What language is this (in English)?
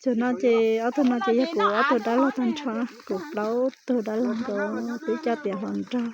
Hmong